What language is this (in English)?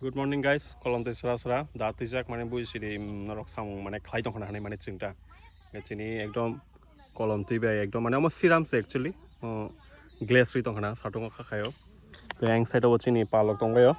Kok Borok